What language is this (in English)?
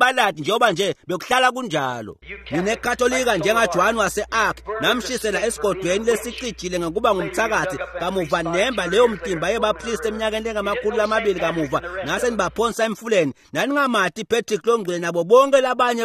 Swati